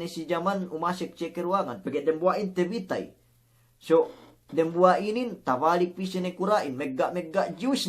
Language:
Yakan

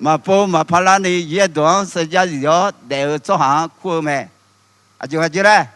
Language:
Akha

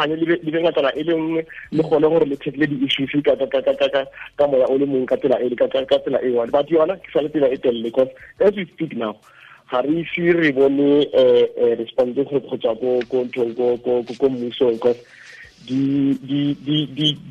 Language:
Tswana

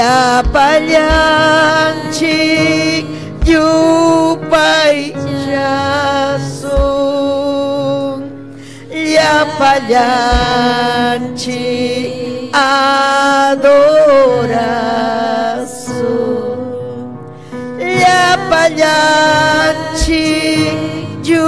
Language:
Ayacucho Quechua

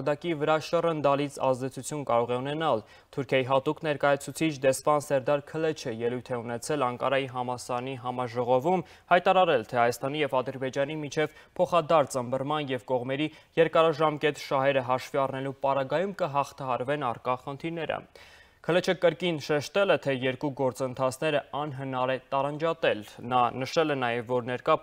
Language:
Armenian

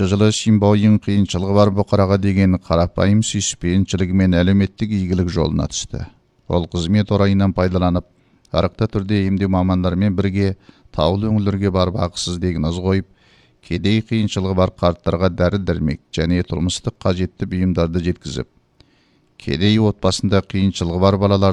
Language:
Kazakh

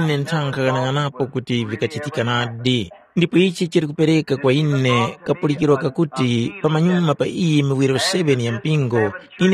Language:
Tumbuka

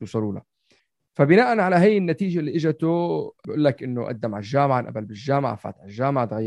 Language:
North Levantine Arabic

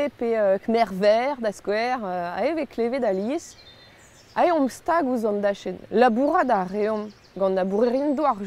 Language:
Breton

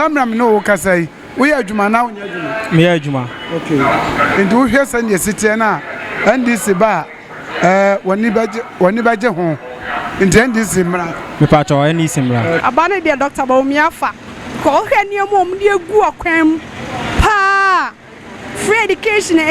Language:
Akan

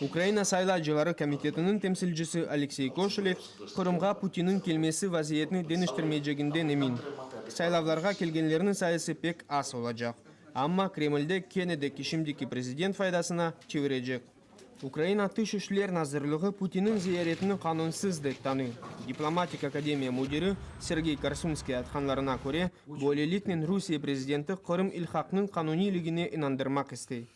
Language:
Crimean Tatar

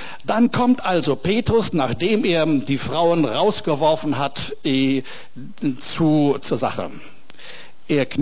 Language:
German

